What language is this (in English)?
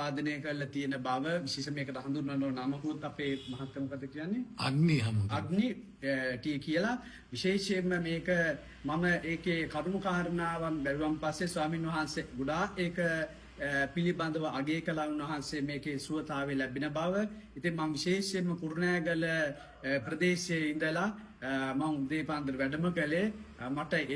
Sinhala